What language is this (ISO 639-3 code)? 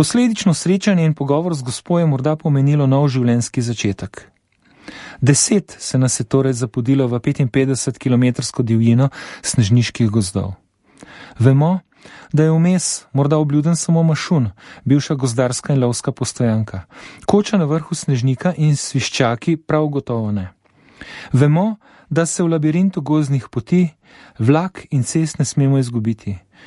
slv